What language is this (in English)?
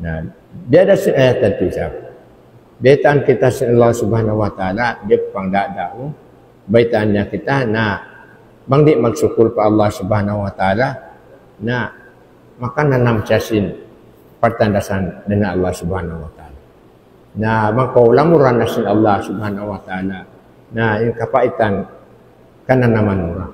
Tausug